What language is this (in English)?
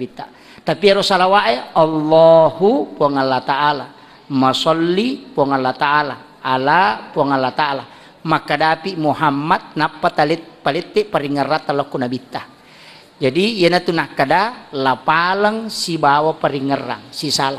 Buginese